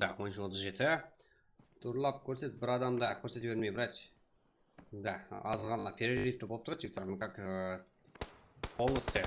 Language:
Kara-Kalpak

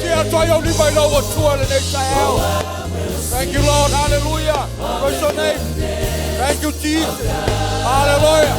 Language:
Samoan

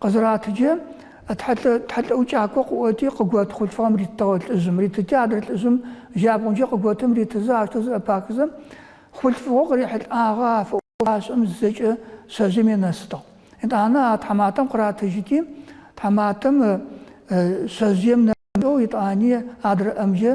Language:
Adyghe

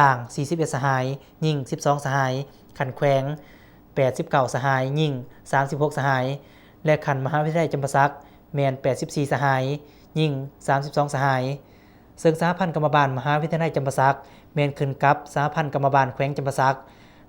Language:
Lao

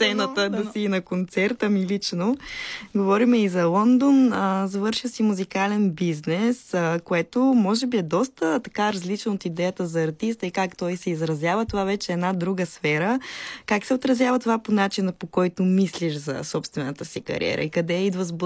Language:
Bulgarian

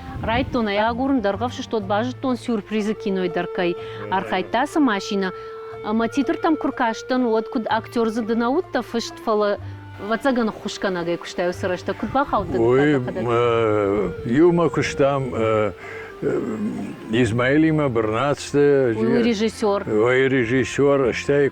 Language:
Ossetic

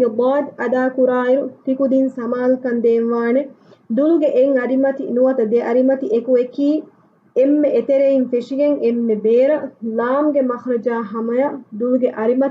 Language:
Divehi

